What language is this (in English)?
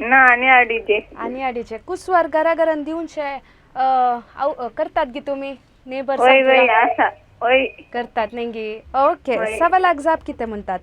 Konkani